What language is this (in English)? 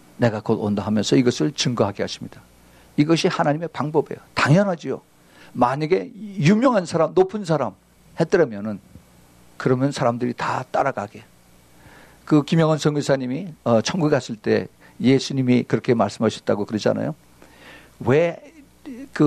Korean